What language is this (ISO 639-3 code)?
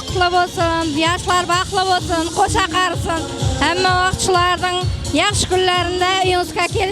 kaa